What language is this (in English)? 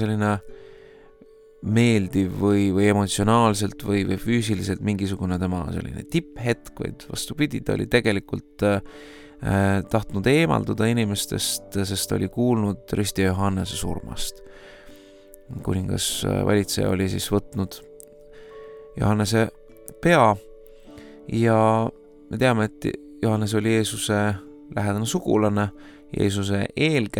Estonian